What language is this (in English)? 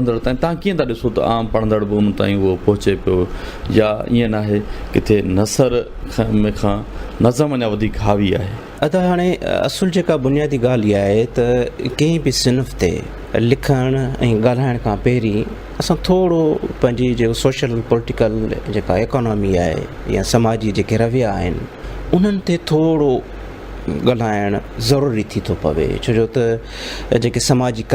Sindhi